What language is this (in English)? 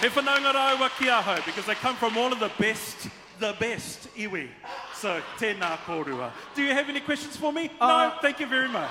Māori